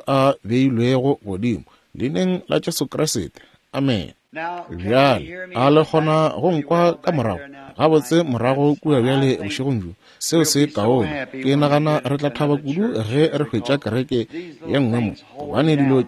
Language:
Northern Sotho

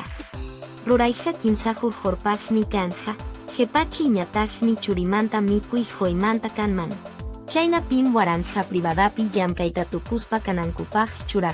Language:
Quechua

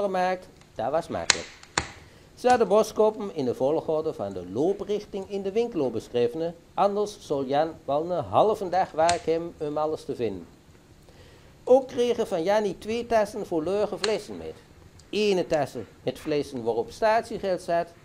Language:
Dutch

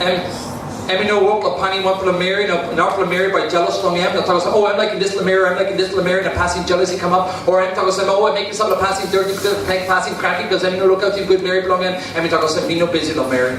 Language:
Tok Pisin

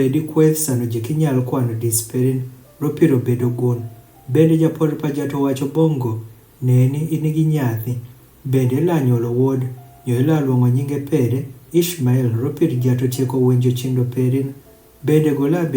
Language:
Adhola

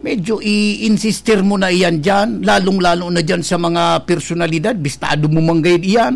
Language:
Bikol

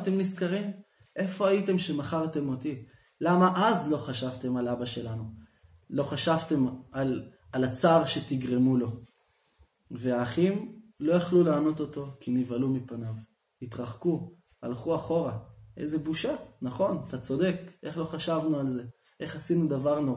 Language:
Hebrew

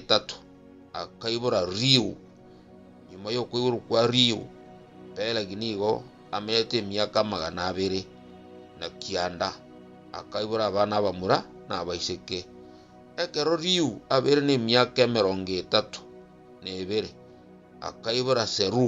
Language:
Gusii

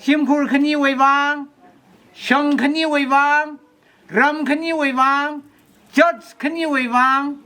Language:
Tangkhul Naga (India)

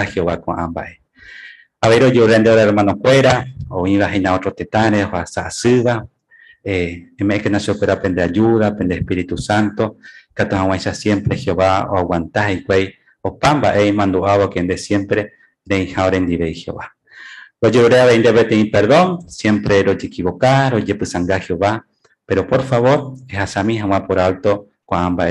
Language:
Guarani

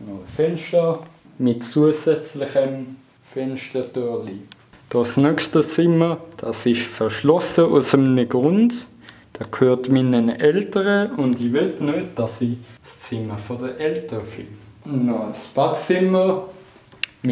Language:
Swiss German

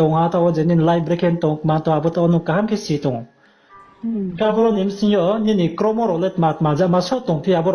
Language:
Riang (India)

